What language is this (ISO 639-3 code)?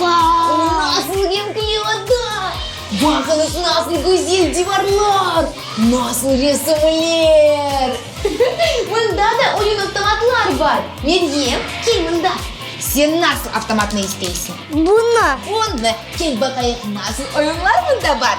crh